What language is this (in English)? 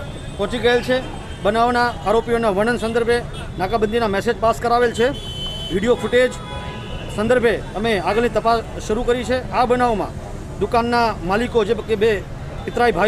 Gujarati